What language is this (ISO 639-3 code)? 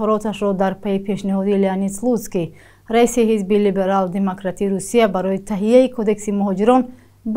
tgk